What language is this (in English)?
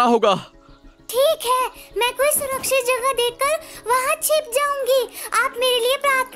Hindi